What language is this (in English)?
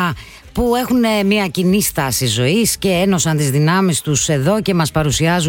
Greek